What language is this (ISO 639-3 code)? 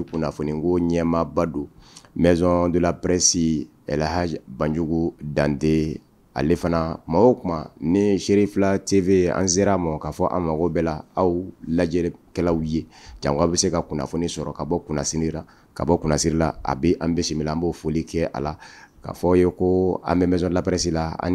bam